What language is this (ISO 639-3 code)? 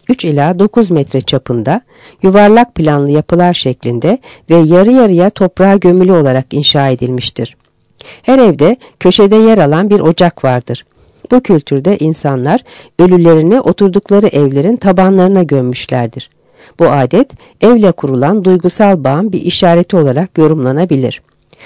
tur